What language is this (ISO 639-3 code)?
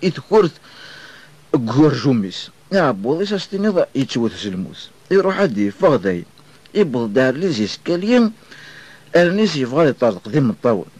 kab